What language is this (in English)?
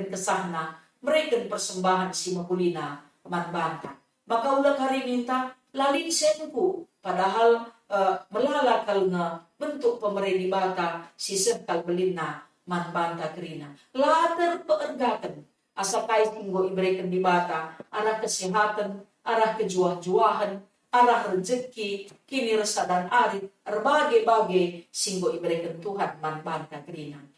Batak Karo